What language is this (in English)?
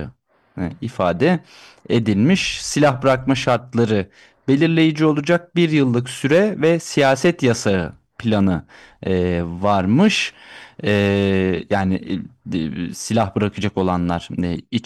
Turkish